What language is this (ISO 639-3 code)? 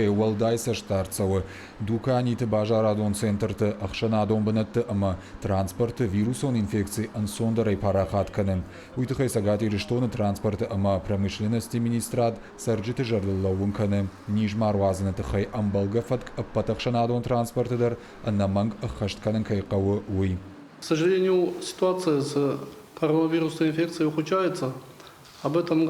oss